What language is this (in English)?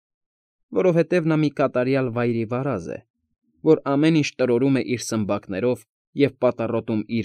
Armenian